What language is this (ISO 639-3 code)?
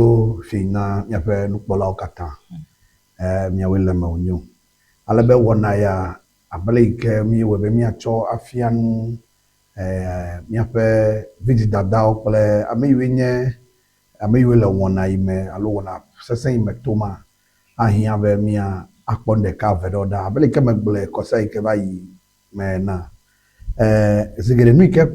ewe